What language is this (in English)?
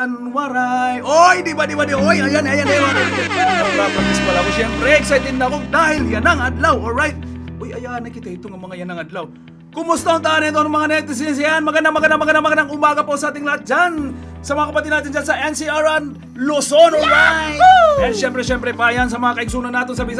Waray